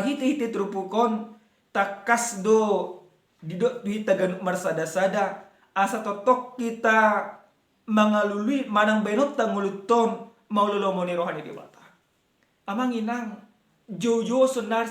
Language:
Batak Toba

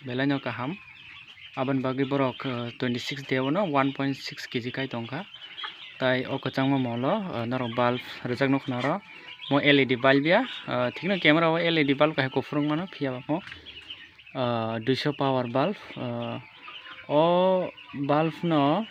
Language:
Kok Borok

